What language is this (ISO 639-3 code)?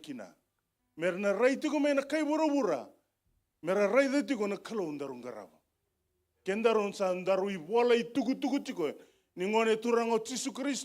fij